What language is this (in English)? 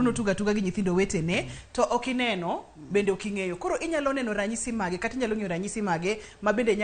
Luo (Kenya and Tanzania)